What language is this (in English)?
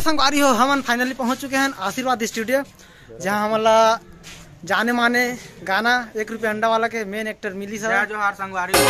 Chhattisgarhi